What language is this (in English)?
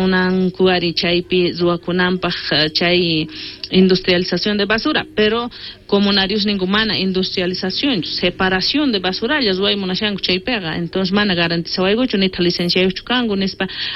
South Bolivian Quechua